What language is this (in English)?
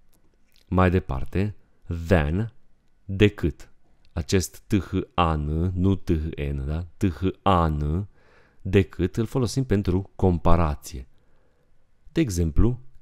Romanian